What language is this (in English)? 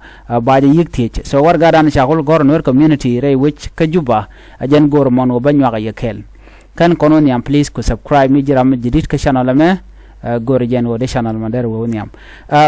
Nuer